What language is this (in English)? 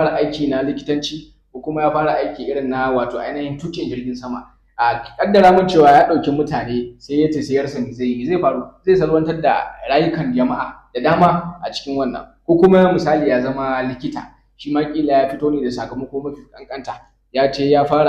Hausa